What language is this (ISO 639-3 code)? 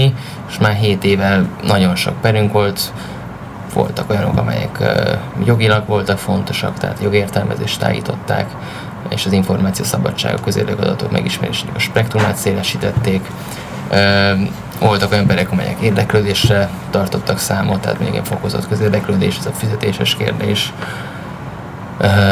hun